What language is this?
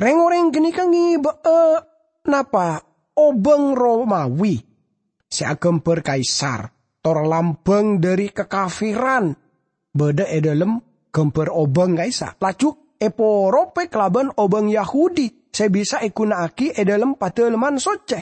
Madurese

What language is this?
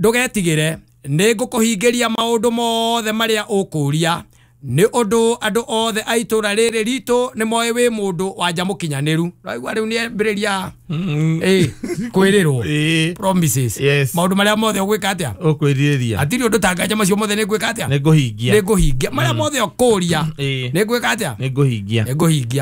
Kikuyu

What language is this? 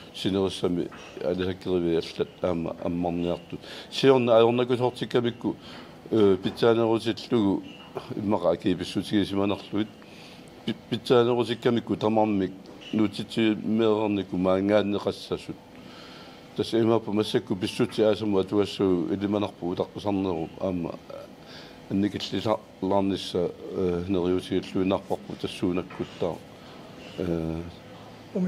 Kalaallisut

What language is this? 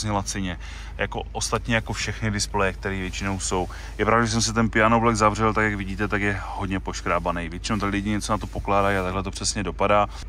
Czech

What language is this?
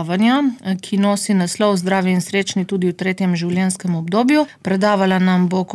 Slovenian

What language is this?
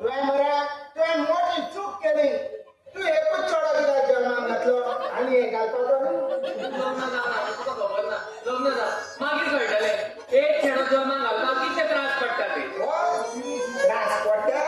Konkani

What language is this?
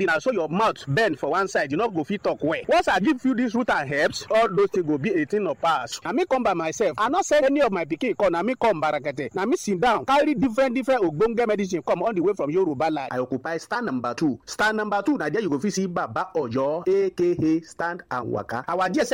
Nigerian Pidgin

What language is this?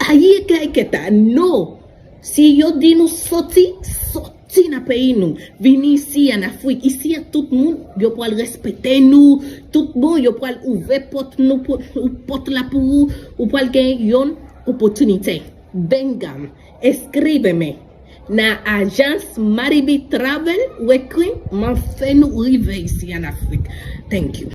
Haitian Creole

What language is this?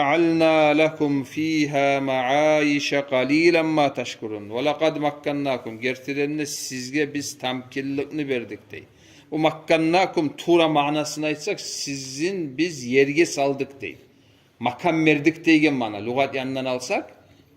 Kumyk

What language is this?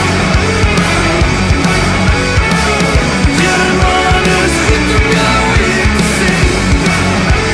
Afrikaans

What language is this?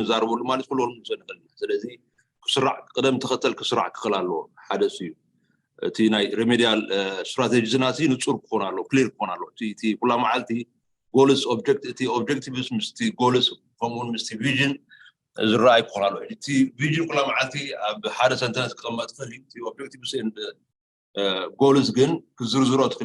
Tigrinya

